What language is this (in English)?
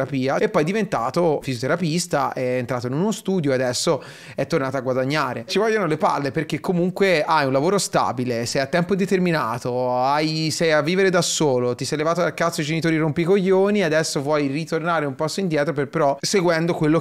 Italian